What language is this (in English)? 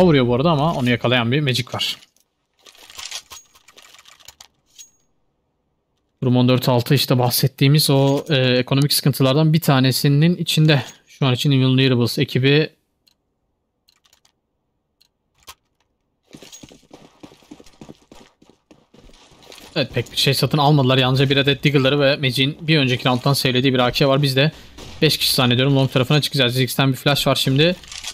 Turkish